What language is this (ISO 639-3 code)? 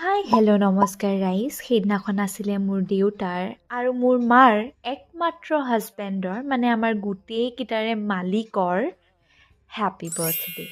asm